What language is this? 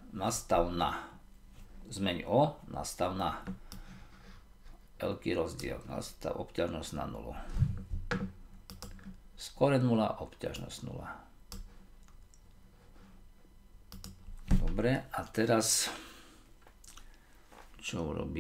Slovak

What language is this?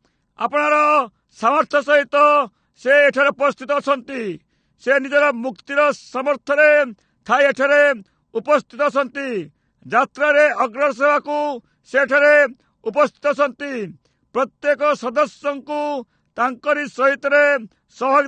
Odia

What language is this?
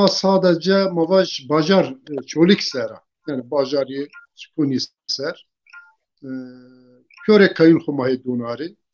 Zaza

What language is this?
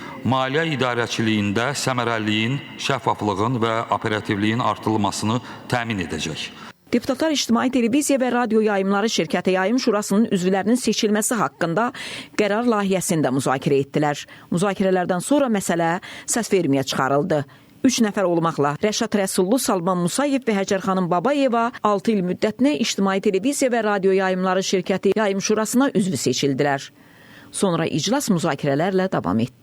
Azerbaijani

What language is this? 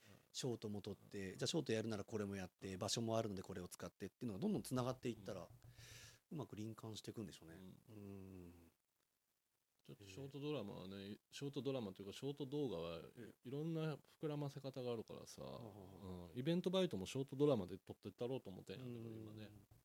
Japanese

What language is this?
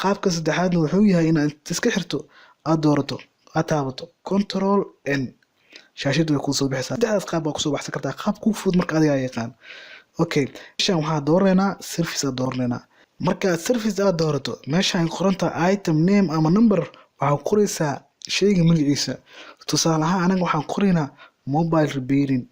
Somali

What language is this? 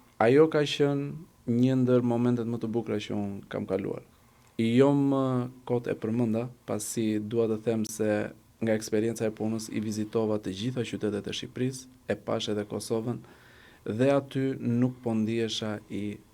Albanian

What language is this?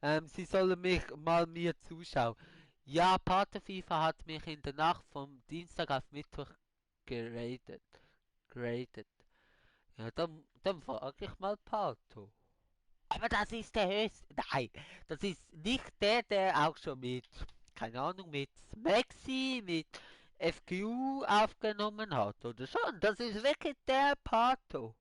Swiss German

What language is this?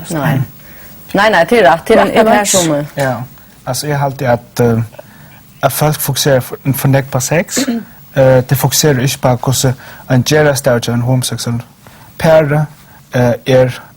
Faroese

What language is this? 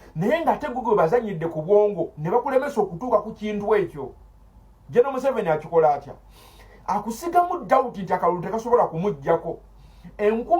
Ganda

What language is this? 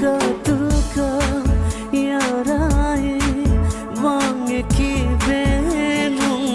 Divehi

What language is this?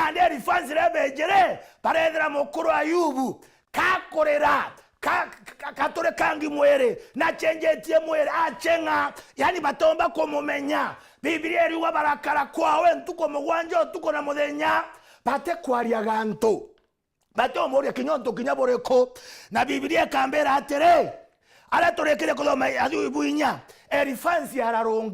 Meru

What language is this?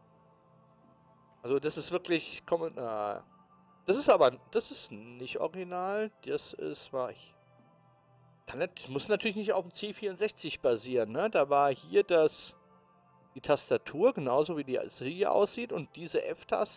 German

